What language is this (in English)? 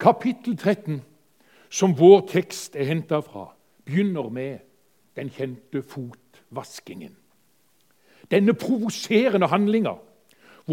Norwegian